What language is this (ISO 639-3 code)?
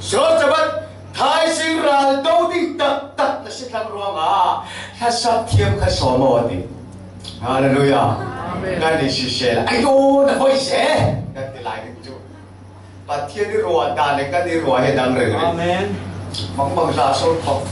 cfm